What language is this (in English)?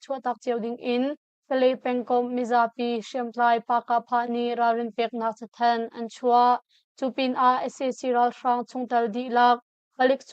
Hakha Chin